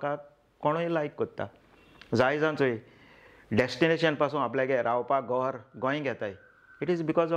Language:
Konkani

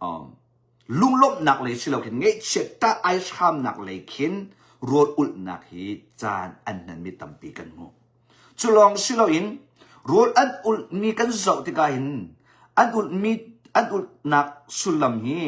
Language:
Hakha Chin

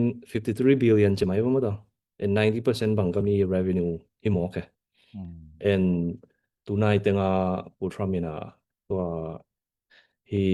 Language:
Tedim Chin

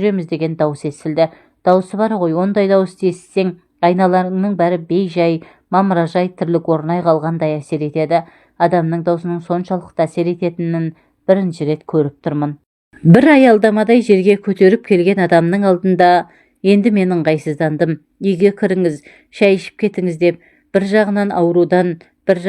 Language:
Kazakh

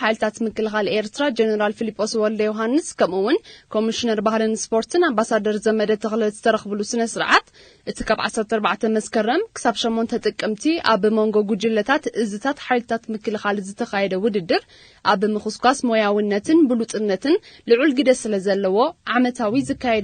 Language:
Tigrinya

